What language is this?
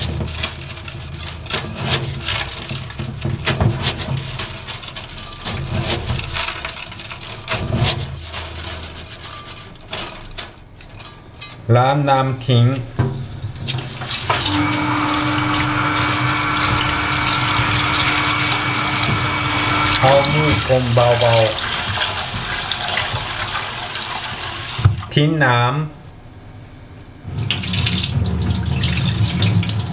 Thai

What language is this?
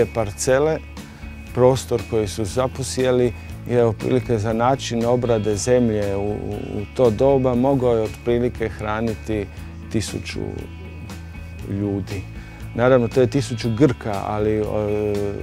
Croatian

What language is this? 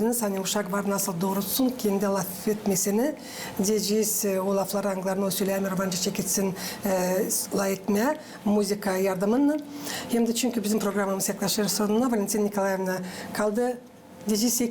Gagauz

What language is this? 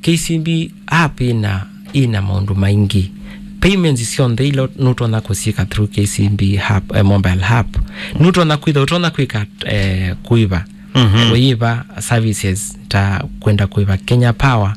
Kamba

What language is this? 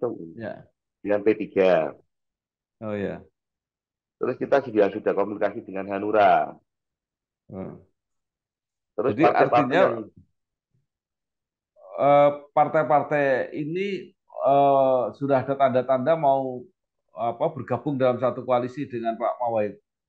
Indonesian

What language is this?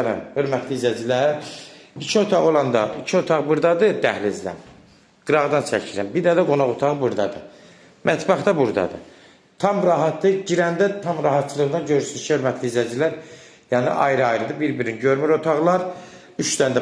Azerbaijani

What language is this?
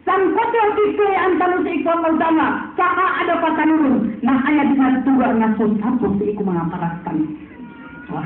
Maranao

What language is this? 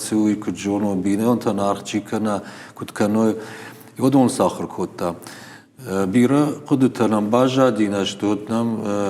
Ossetic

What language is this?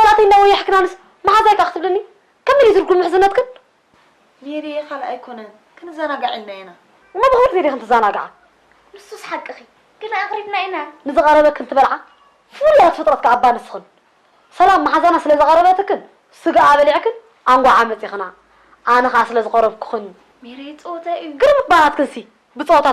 Tigrinya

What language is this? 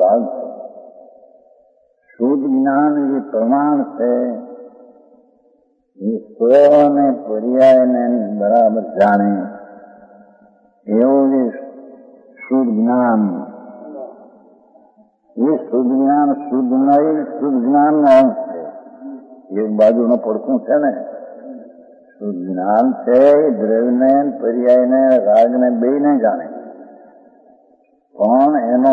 Gujarati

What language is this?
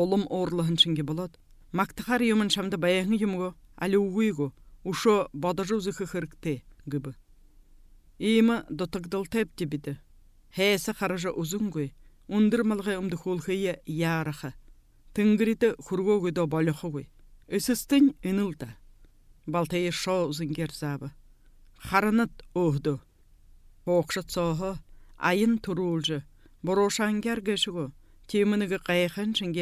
Buriat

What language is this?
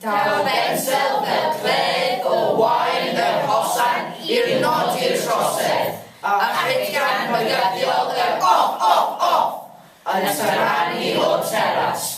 Welsh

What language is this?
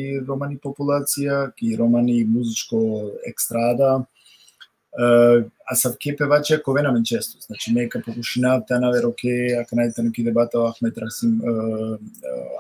Balkan Romani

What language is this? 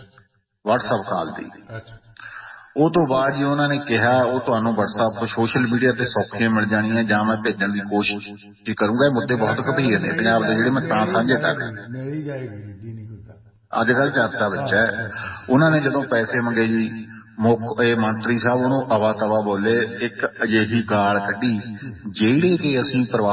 Punjabi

